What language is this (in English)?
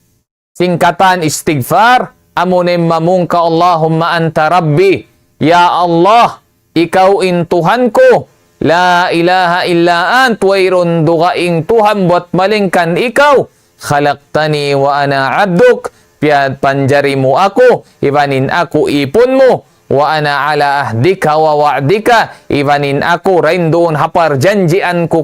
Tausug